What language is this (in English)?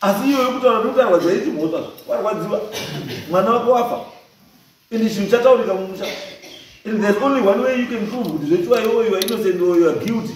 Shona